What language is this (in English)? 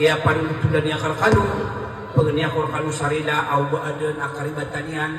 Maranao